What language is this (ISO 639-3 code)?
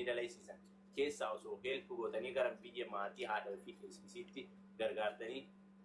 orm